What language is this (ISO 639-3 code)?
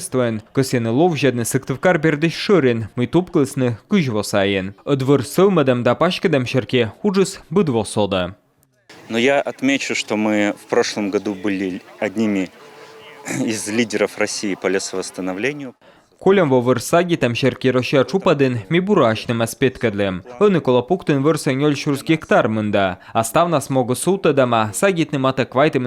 kom